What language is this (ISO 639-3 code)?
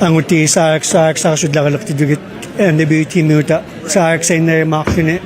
iku